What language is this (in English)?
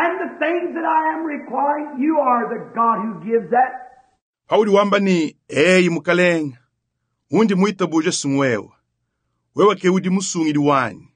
Luba-Lulua